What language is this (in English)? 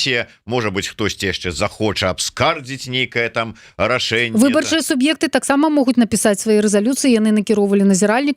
Belarusian